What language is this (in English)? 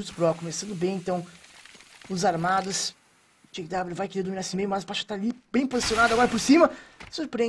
Portuguese